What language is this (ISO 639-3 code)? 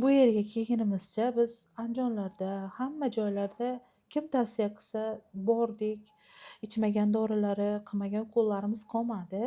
uzb